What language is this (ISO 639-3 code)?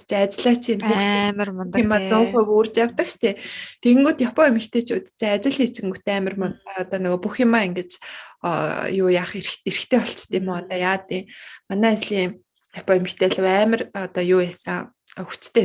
mon